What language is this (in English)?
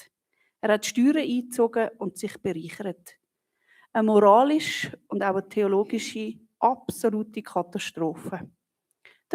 Swiss German